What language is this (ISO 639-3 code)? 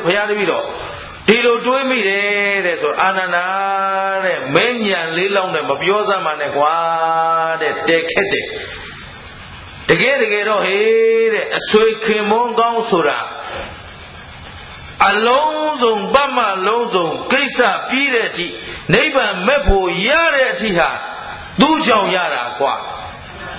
mya